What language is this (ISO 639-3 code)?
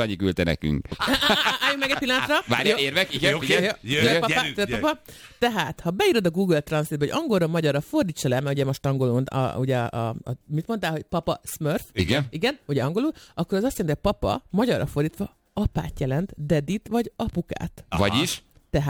hun